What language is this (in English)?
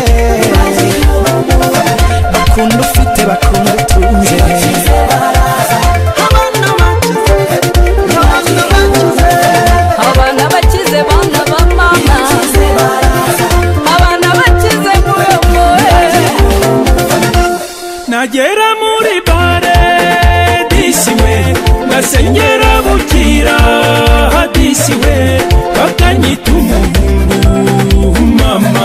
Kinyarwanda